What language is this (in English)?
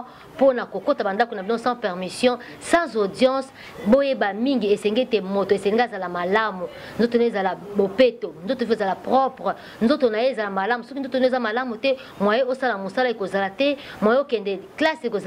Lingala